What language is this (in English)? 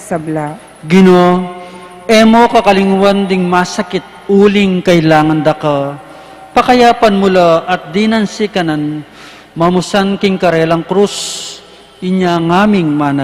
Pampanga